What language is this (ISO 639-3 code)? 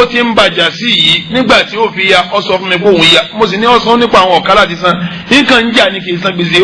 yor